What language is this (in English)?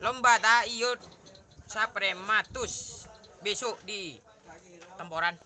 Madurese